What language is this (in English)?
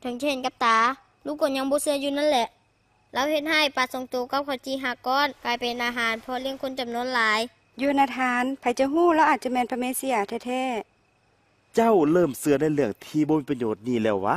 Lao